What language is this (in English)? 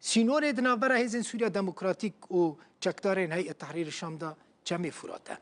Kurdish